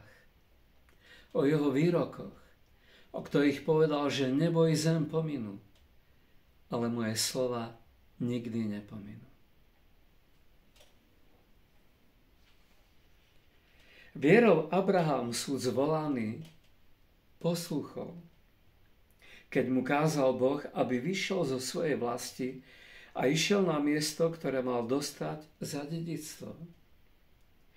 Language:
Slovak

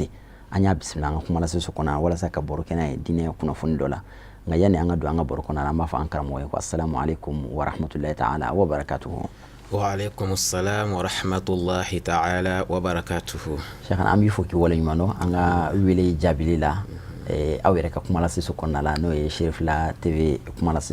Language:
Bambara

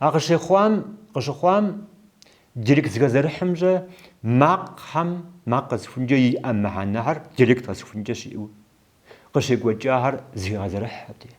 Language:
Kabardian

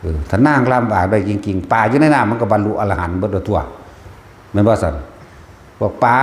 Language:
Northeastern Thai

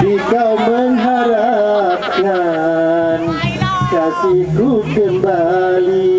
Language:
Sasak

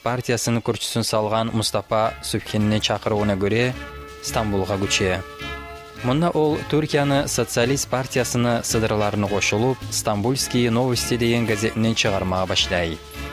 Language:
Kumyk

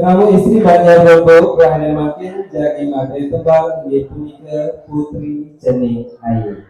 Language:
Balinese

